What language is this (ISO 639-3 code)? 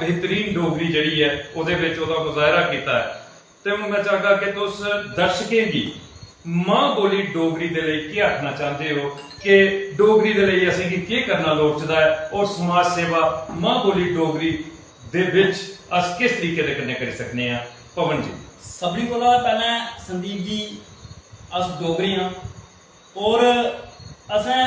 doi